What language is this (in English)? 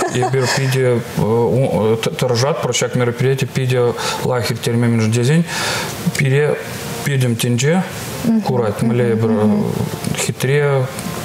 Chuvash